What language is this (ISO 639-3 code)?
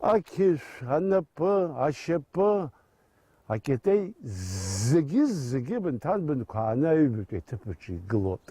abk